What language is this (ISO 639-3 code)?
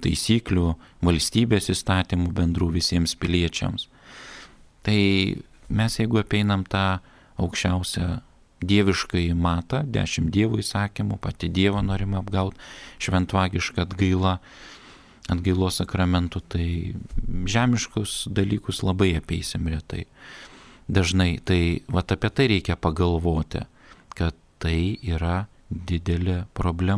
lit